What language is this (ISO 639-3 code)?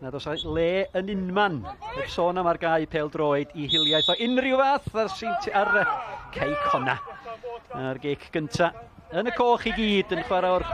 cym